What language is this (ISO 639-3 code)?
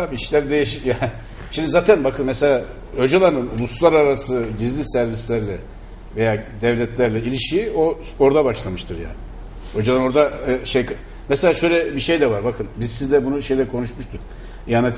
tur